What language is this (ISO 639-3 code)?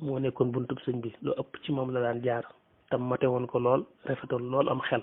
wol